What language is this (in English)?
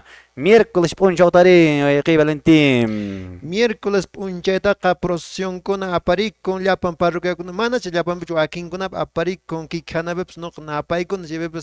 Quechua